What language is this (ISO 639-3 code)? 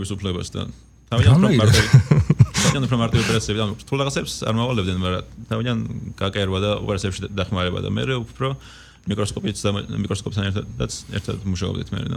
kat